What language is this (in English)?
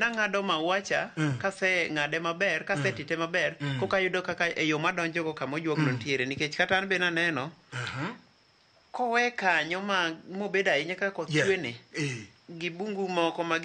Luo (Kenya and Tanzania)